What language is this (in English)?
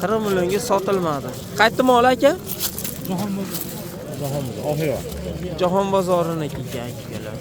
Uzbek